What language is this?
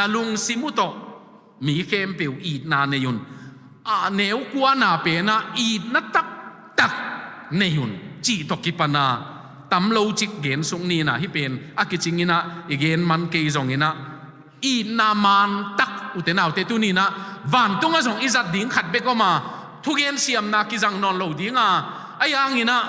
Tedim Chin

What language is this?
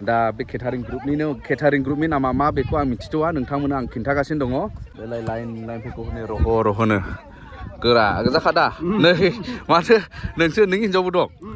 Bodo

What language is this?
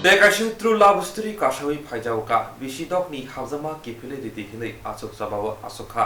Kok Borok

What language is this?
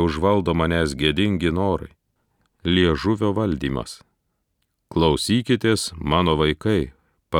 Lithuanian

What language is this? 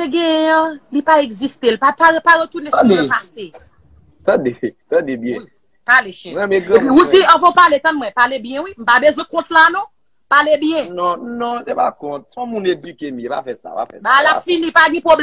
Haitian Creole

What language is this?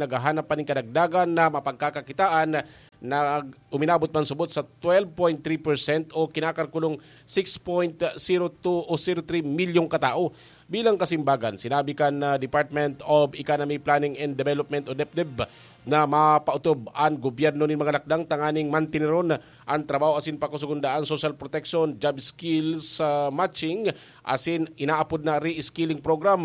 Bikol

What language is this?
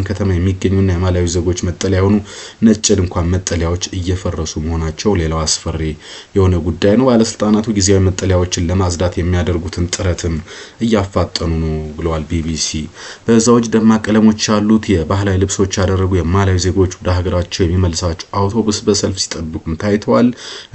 Amharic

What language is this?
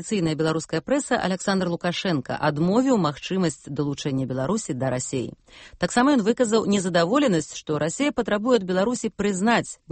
Belarusian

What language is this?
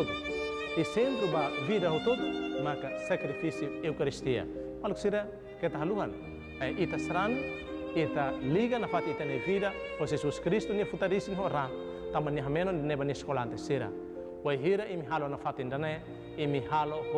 Tetum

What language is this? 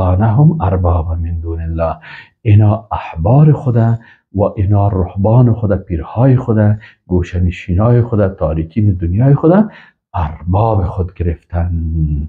Persian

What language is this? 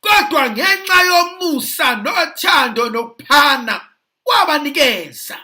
Zulu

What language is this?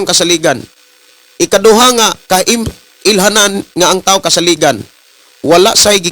Cebuano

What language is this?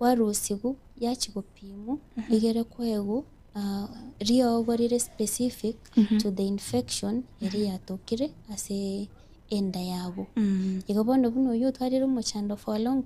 Gusii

